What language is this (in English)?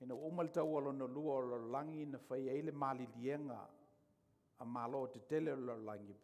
Samoan